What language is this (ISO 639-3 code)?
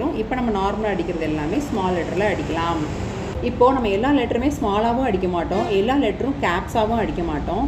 tam